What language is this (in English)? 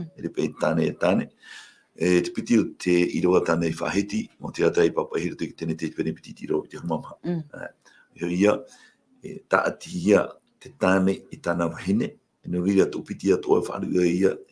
Tahitian